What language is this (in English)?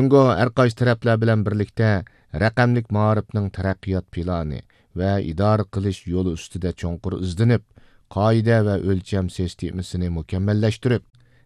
Uyghur